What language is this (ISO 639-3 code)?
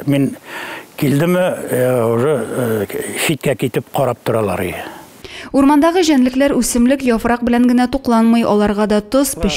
tat